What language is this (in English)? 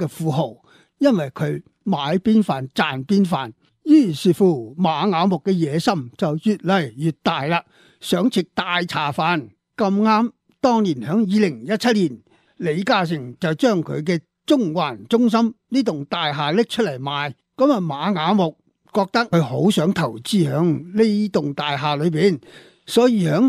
Cantonese